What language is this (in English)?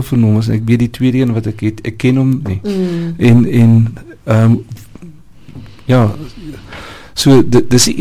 Afrikaans